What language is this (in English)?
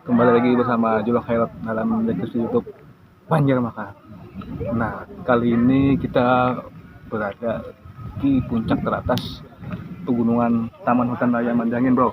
Banjar